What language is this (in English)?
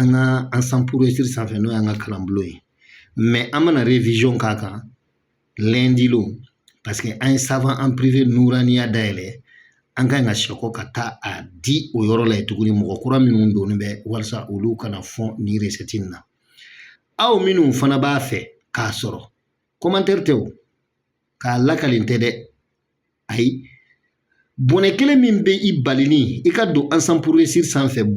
Bambara